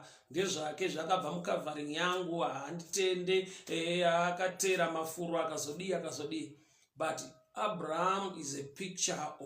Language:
Shona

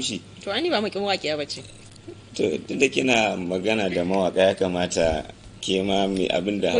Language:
Hausa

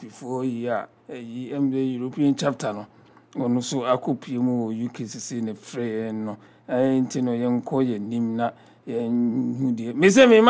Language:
Akan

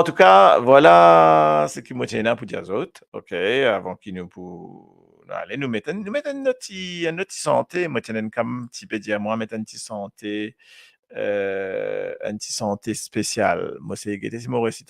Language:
Morisyen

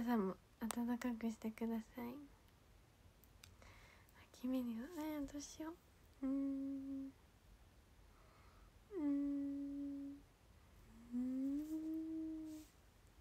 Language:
Japanese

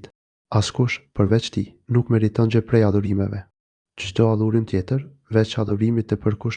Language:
Albanian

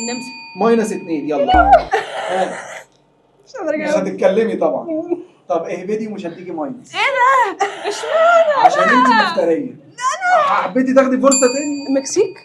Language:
Egyptian Arabic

